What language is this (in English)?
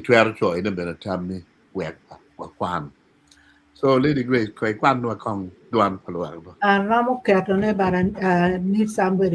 Acoli